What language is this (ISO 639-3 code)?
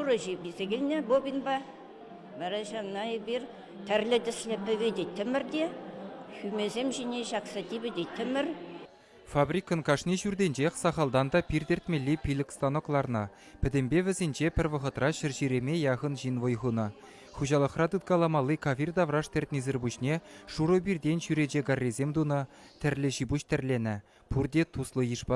chv